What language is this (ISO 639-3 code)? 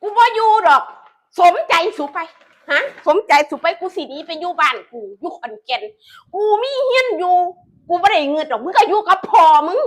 tts